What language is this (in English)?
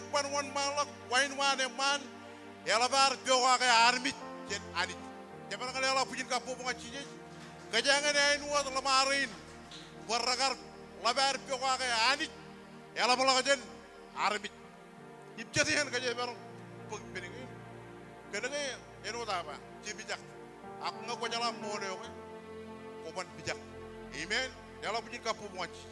Marshallese